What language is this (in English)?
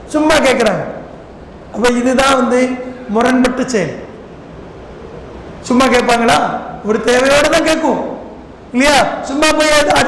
Tamil